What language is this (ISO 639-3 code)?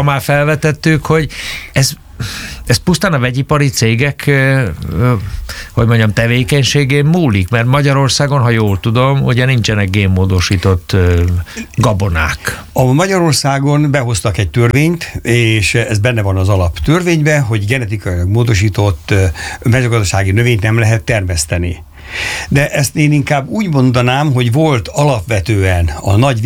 hun